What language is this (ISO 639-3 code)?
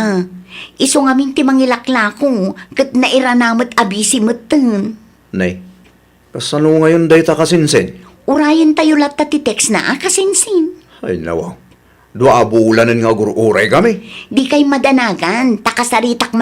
ilo